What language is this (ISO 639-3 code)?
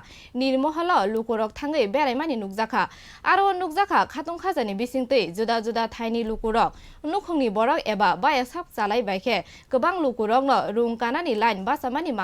trp